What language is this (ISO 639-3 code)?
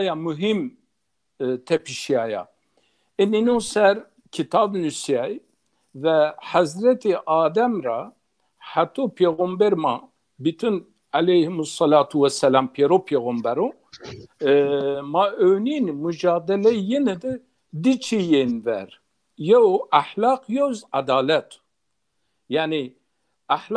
zza